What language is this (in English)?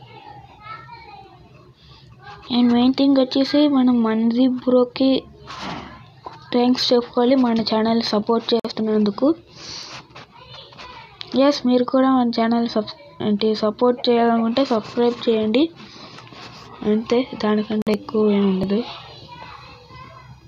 Telugu